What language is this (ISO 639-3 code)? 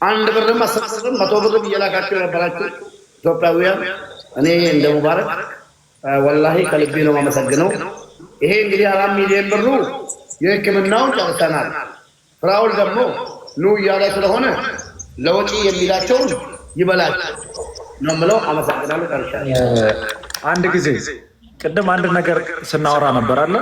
amh